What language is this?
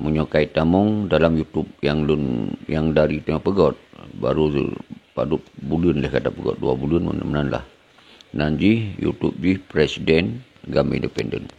Achinese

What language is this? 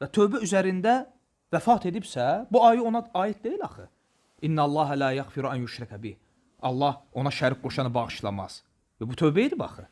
Azerbaijani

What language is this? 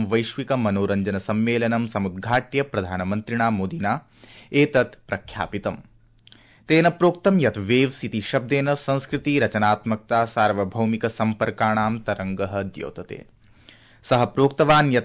Sanskrit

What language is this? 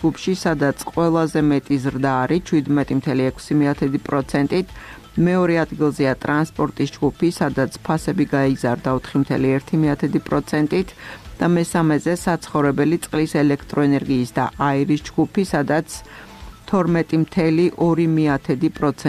Georgian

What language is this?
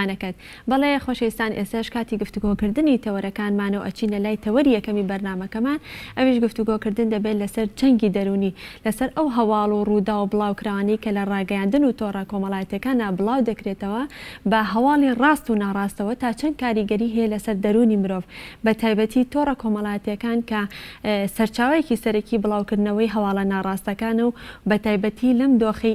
Central Kurdish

